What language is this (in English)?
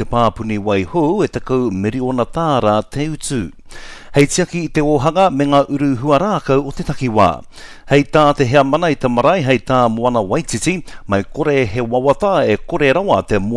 Māori